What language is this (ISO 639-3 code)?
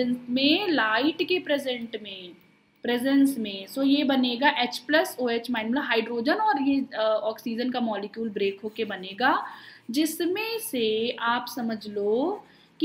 hin